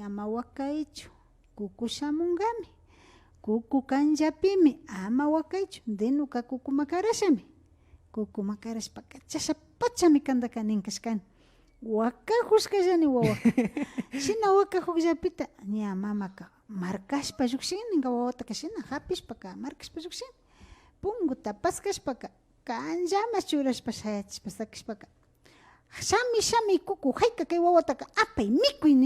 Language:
Imbabura Highland Quichua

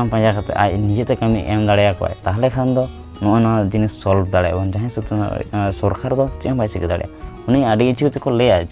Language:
Santali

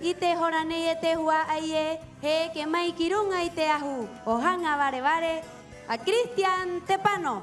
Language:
Rapanui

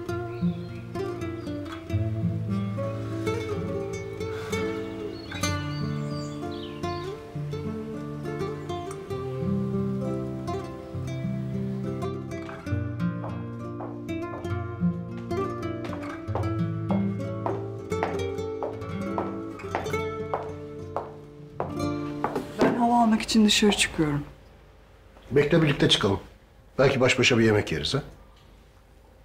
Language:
Turkish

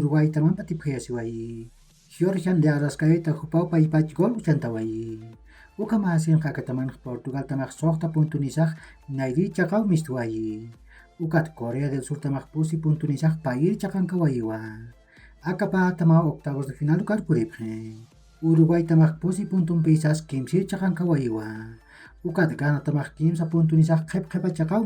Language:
Aymara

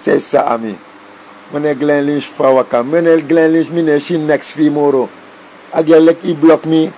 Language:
Sranan Tongo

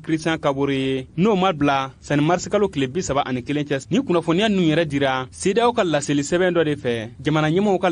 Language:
Bambara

